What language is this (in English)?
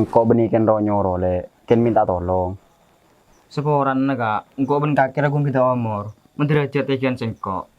Madurese